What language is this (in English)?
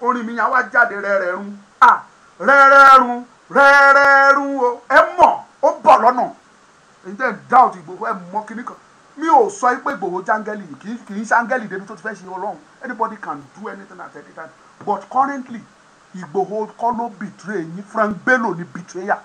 Yoruba